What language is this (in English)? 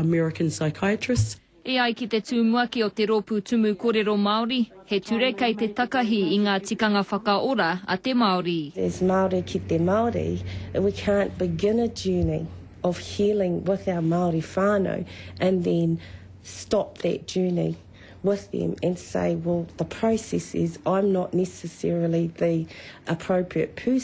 Māori